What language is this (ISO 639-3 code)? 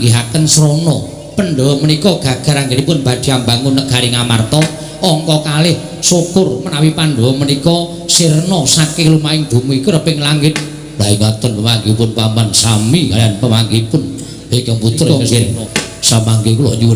jav